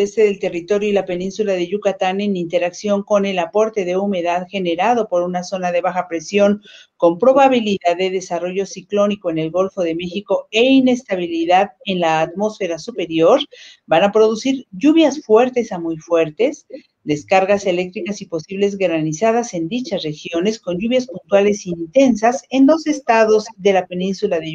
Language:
Spanish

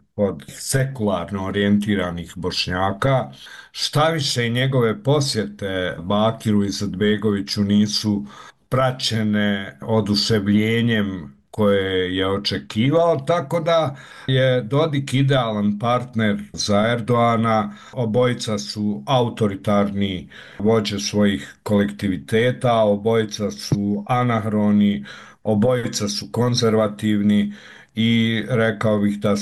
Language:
Bosnian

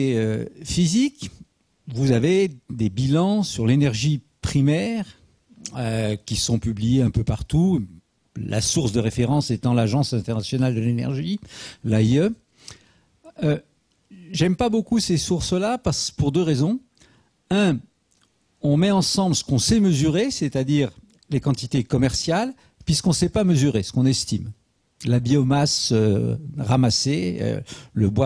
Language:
French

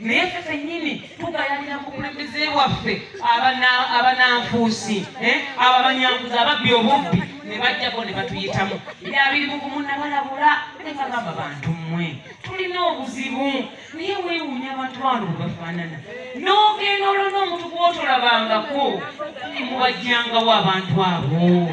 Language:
Ganda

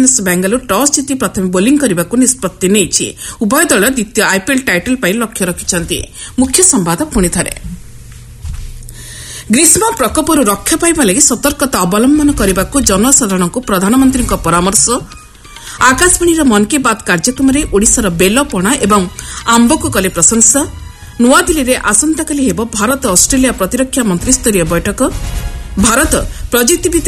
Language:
Odia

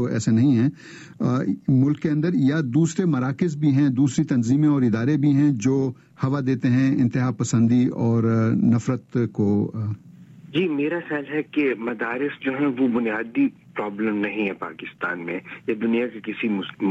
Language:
Urdu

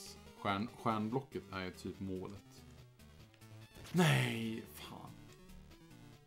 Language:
Swedish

